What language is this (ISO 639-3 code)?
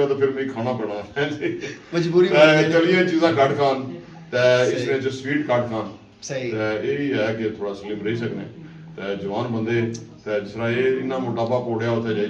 phr